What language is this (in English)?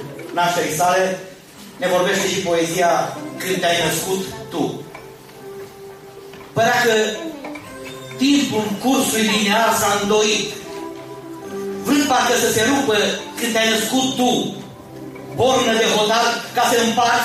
Romanian